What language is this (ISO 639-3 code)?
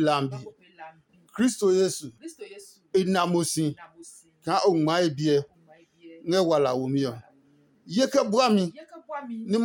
ada